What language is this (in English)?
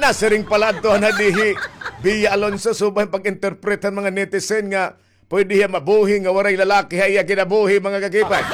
Waray